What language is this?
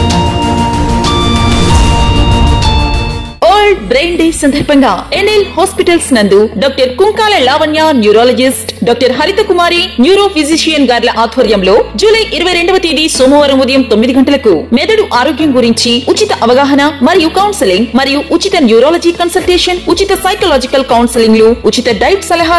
Telugu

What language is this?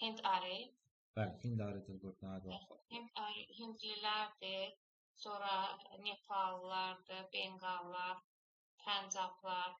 Azerbaijani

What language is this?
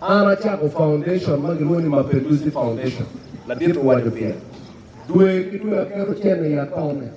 Acoli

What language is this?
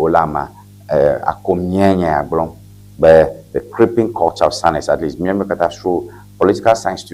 Ewe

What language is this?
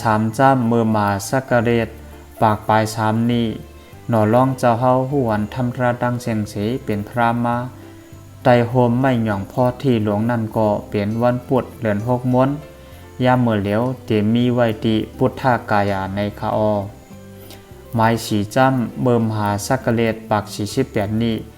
Shan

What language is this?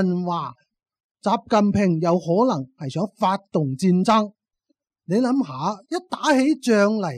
Cantonese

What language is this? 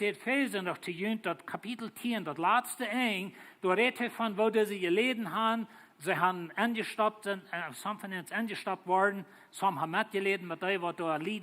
Plautdietsch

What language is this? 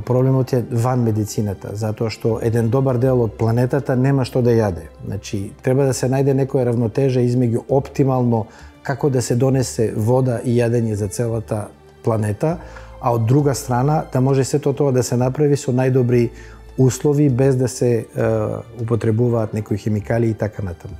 Macedonian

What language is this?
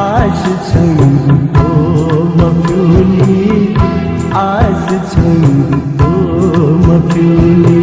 Newari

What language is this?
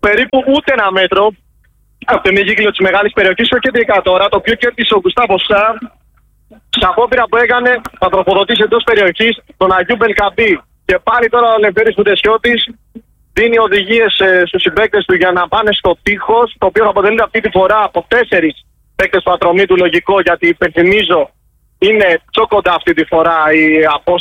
Greek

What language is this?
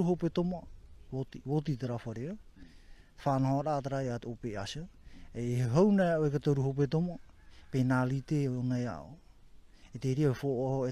Tahitian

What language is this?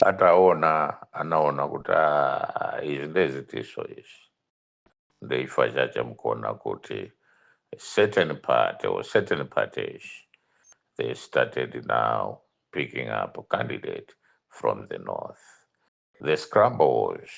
Nyanja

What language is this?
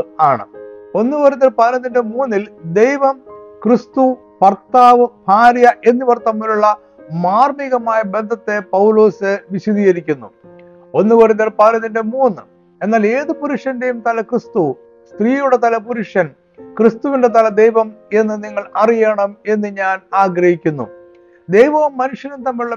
Malayalam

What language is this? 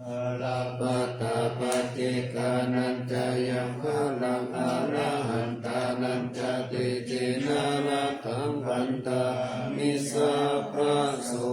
Pali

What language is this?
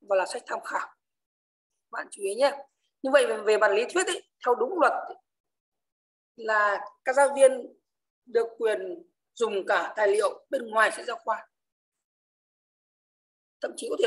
Vietnamese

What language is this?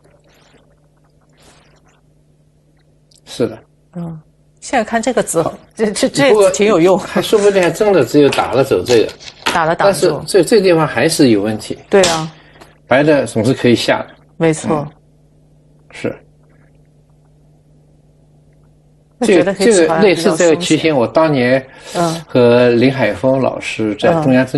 Chinese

